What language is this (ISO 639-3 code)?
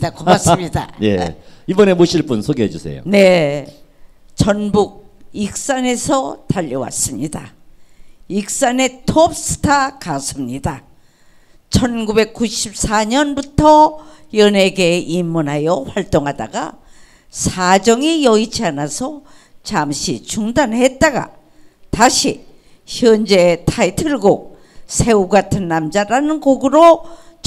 kor